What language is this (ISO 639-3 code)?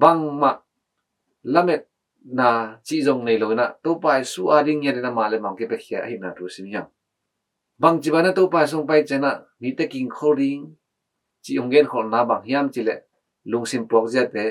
ctd